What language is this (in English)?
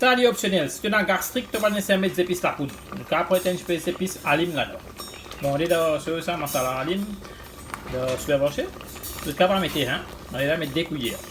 Morisyen